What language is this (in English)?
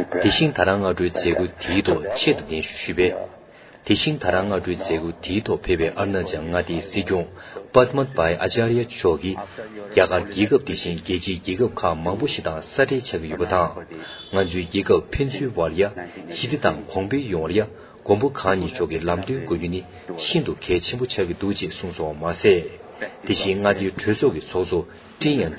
Tibetan